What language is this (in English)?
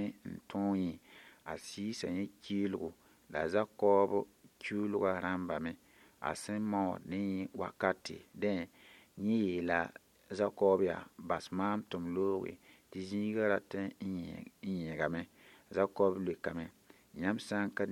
Mossi